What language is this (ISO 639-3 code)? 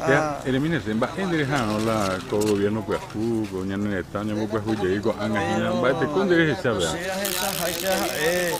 grn